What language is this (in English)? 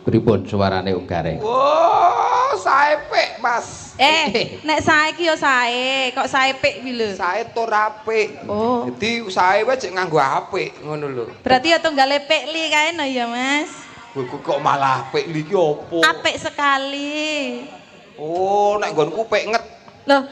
Javanese